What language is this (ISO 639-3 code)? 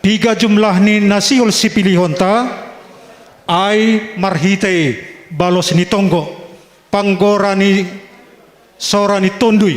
bts